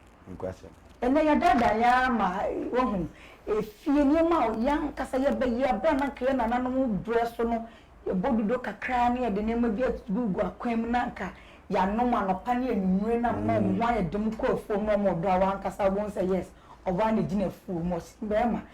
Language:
Akan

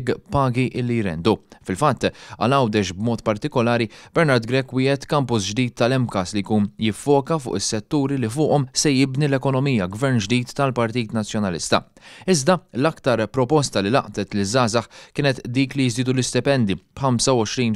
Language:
Maltese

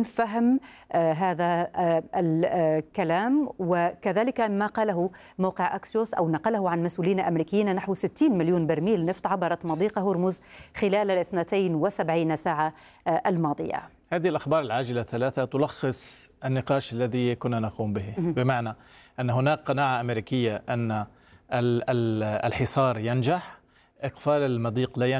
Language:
Arabic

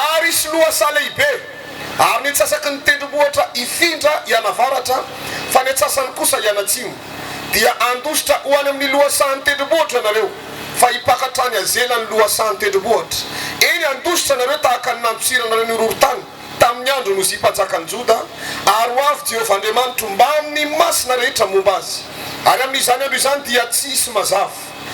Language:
Malagasy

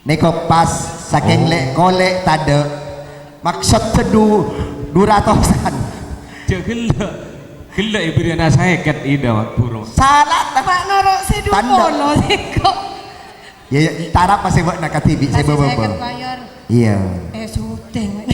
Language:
Madurese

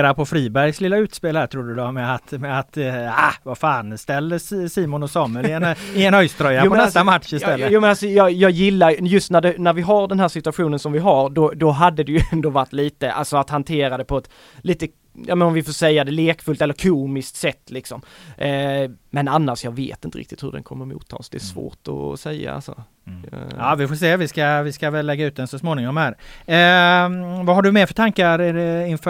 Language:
Swedish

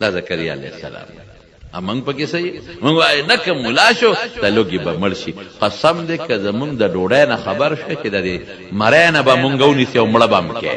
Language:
Pashto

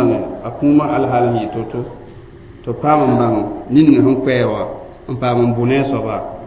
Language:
Mossi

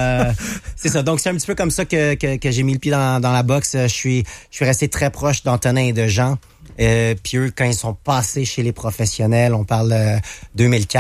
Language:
French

